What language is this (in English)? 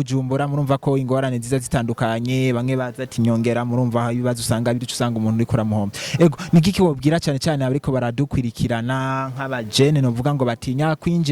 Rundi